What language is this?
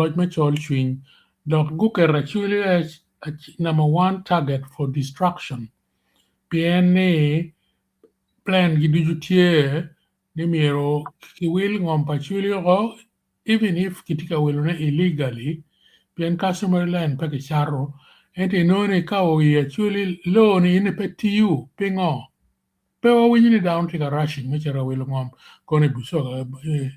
Acoli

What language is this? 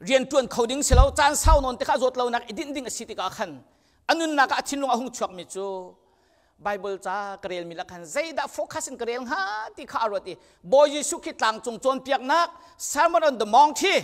Hakha Chin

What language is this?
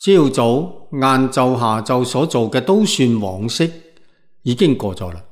Cantonese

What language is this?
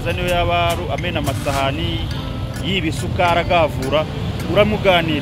Kinyarwanda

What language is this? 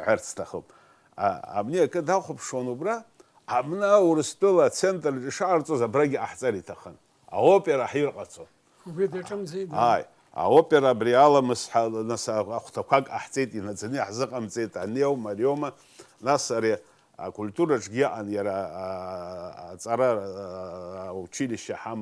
Abkhazian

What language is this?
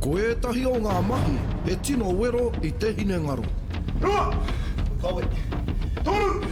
Māori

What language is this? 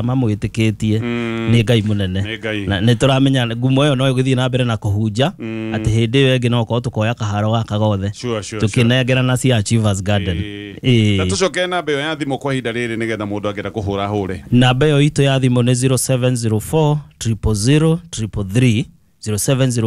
Kikuyu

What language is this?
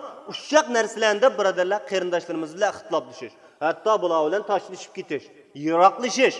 Uyghur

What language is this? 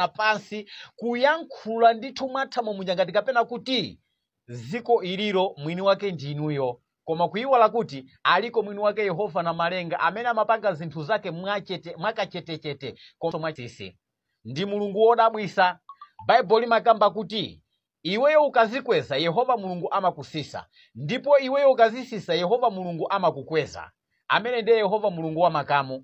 Nyanja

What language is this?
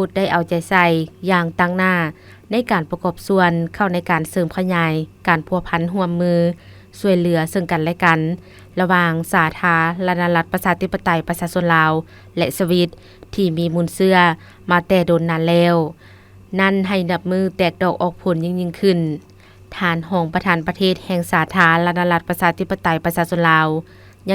Lao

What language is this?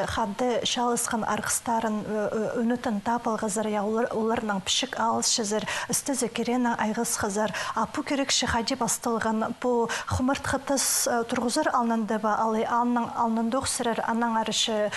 Khakas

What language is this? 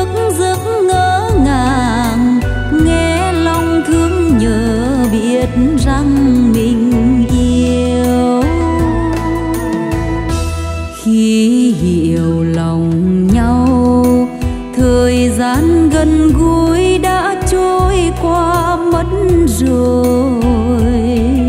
Vietnamese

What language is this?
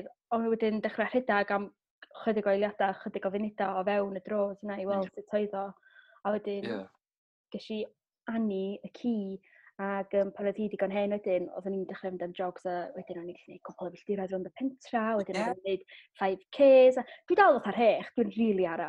Welsh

